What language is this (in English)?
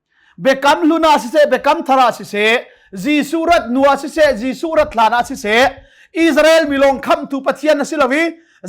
Hakha Chin